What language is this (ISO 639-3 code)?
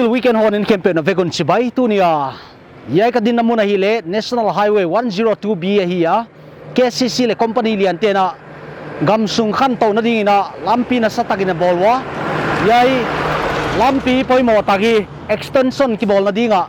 pck